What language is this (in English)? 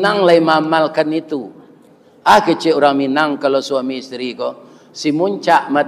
Minangkabau